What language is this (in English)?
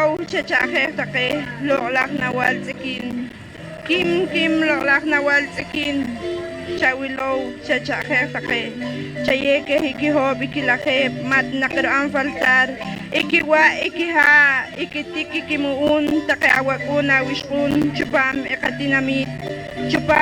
Poqomchi'